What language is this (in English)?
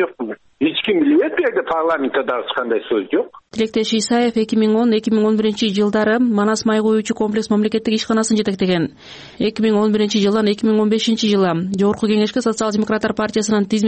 Kyrgyz